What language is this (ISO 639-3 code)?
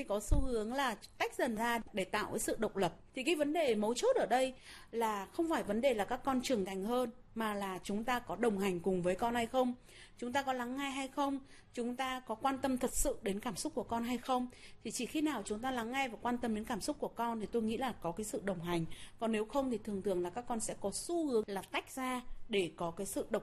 vie